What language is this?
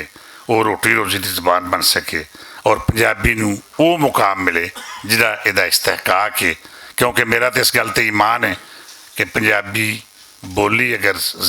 Western Panjabi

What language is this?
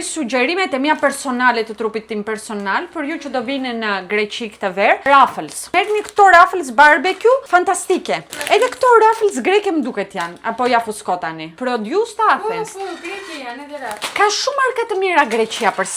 Albanian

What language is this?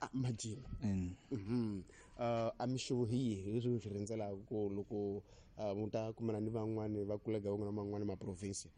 Tsonga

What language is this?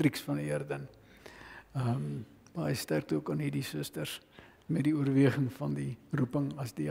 Afrikaans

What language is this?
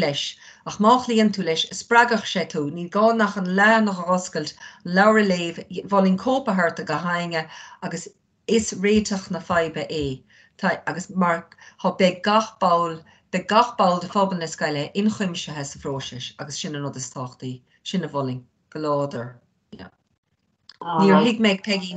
Irish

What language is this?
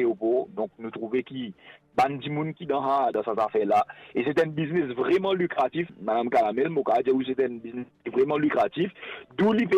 Morisyen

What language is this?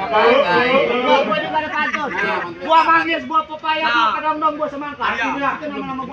Betawi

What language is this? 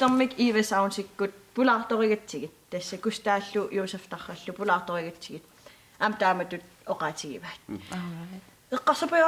Kalaallisut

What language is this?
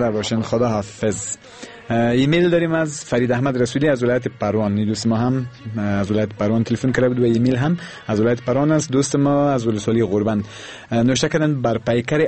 Persian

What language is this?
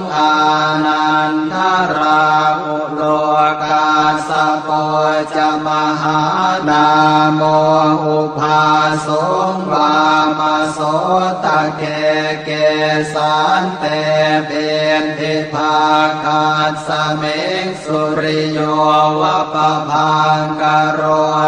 Pali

